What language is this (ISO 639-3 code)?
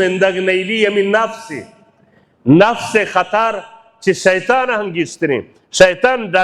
bal